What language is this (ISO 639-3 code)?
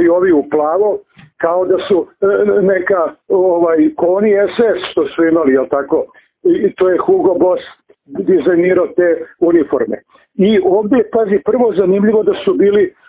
srp